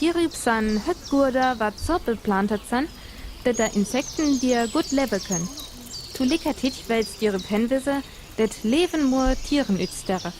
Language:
Northern Frisian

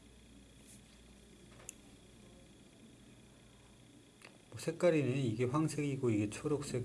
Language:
Korean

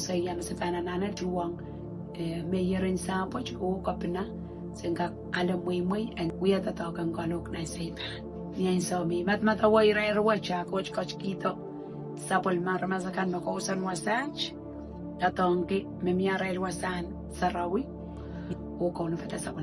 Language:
Pohnpeian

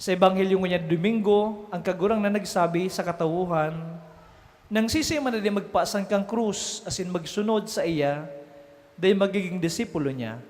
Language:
Bikol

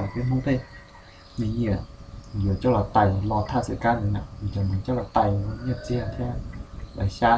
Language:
Hmong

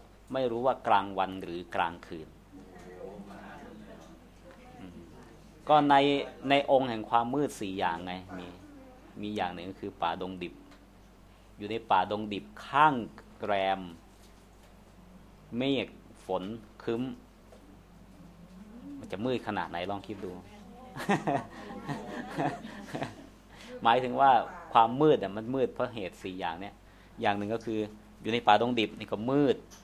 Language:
Thai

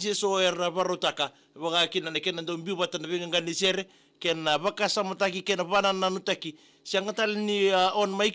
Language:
Fijian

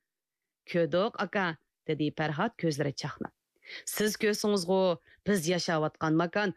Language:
Uyghur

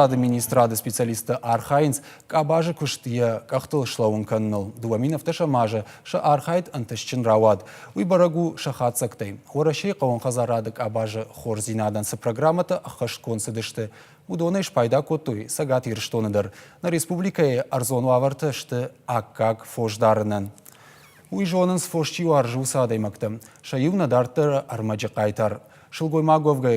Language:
Ossetic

